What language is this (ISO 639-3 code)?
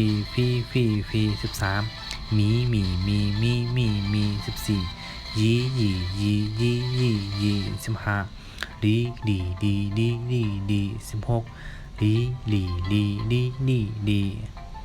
shn